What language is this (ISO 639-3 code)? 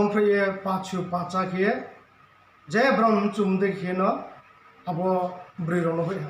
ria